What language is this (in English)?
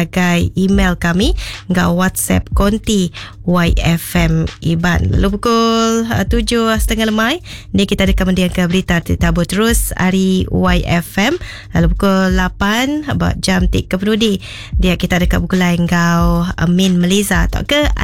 Iban